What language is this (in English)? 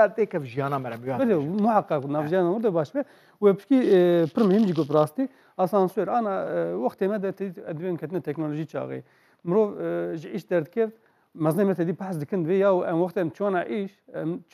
Kurdish